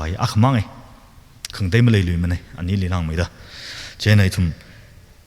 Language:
Tangkhul Naga (India)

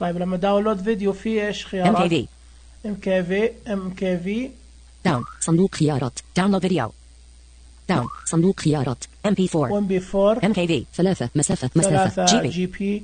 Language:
Najdi Arabic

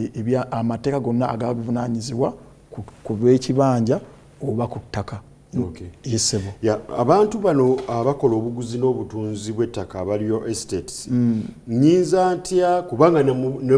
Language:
Ganda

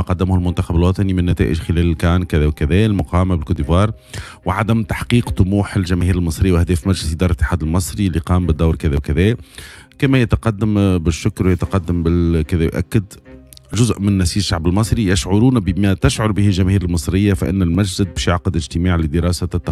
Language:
Tunisian Arabic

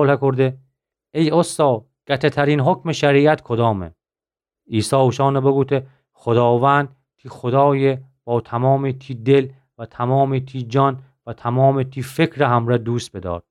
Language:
Gilaki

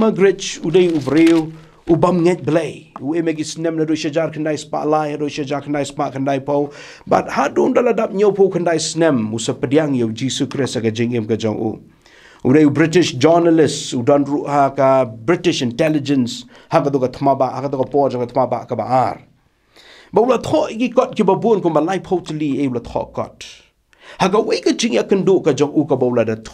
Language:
Khasi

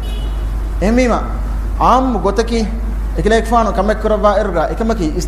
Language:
Divehi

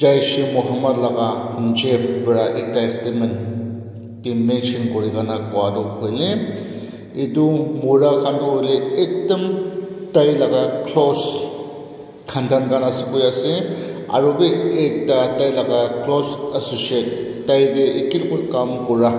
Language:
Naga Pidgin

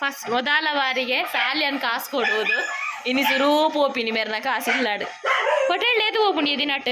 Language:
Tulu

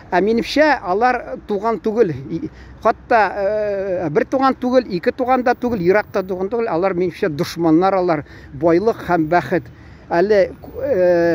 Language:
Tatar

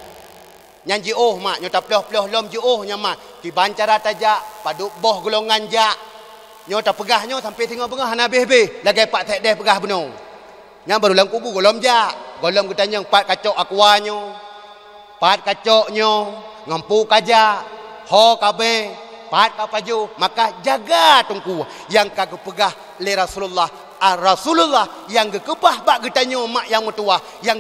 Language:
Achinese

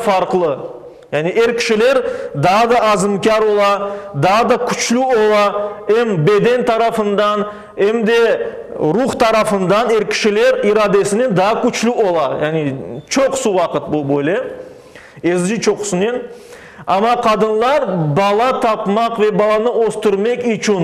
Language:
Crimean Tatar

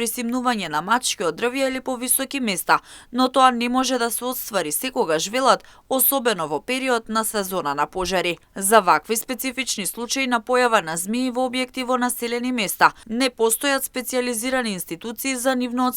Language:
Macedonian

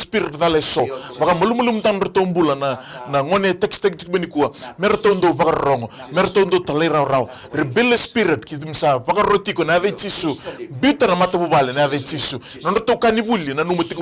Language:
Fijian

